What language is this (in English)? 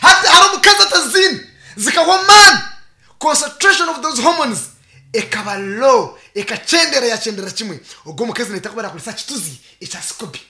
Nyankole